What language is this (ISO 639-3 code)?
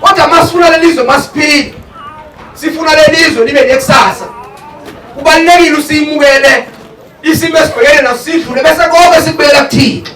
zul